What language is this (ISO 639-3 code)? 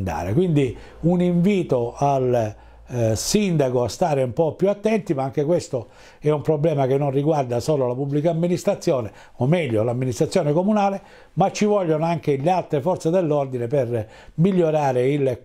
ita